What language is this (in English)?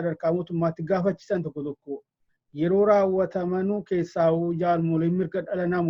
Oromo